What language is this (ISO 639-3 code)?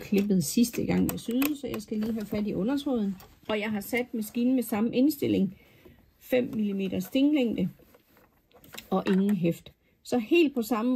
dan